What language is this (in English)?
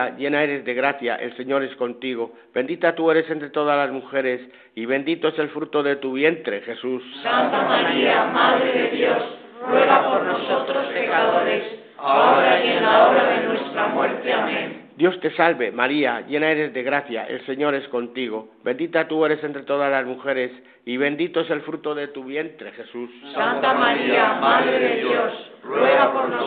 Spanish